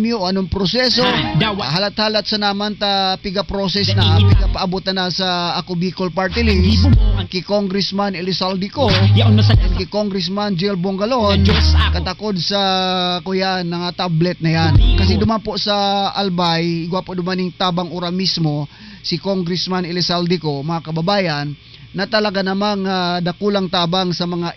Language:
Bikol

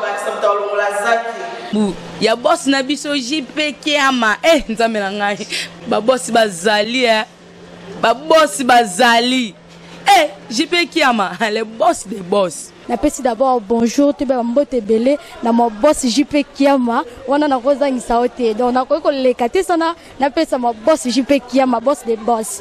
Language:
Lingala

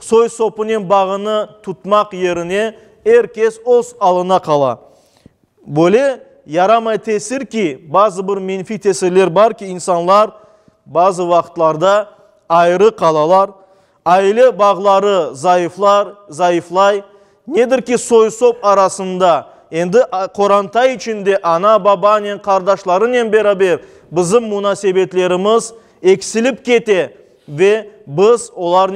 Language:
Crimean Tatar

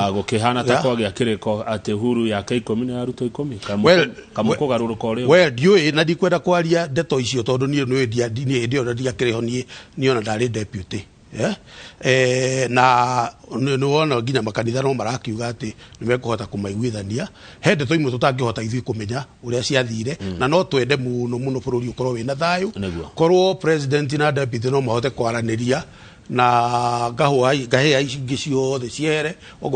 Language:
Kikuyu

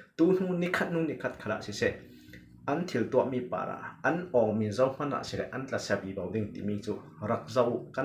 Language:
Falam Chin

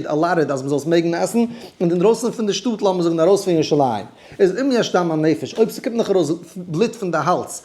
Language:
Yiddish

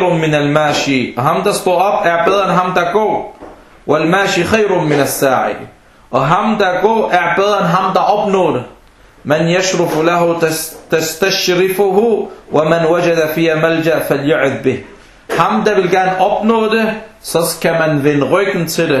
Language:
Danish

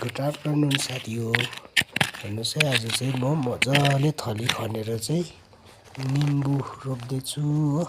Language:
Nepali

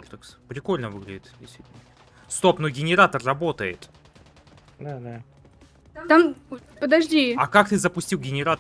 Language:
Russian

